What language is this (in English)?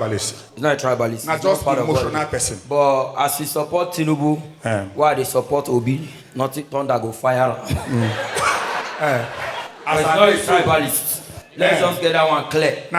Nigerian Pidgin